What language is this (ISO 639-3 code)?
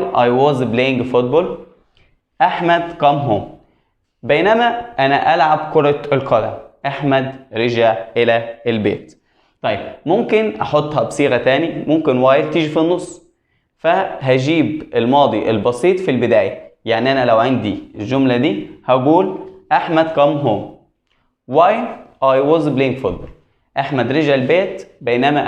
arz